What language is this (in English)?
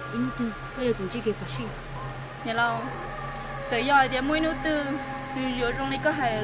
Hmong